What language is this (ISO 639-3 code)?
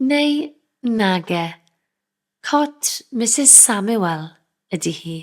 cym